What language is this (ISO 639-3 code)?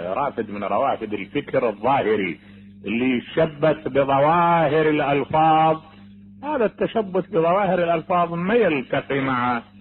acm